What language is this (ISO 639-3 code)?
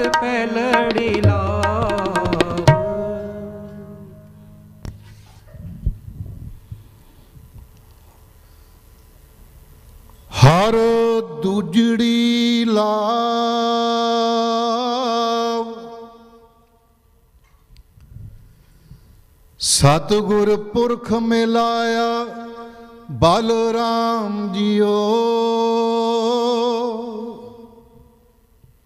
pan